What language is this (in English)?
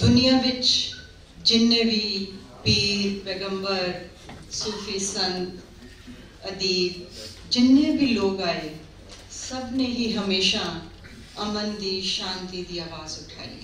Western Panjabi